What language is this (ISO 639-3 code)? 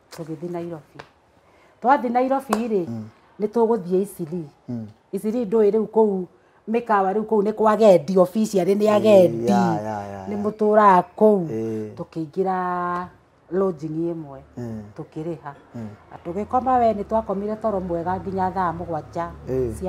kik